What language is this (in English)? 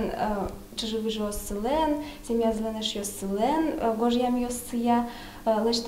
Udmurt